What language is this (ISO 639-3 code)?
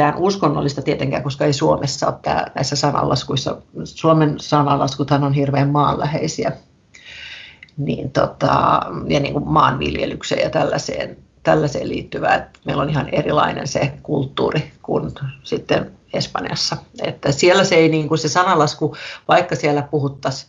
fin